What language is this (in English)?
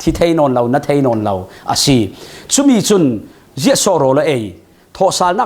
Falam Chin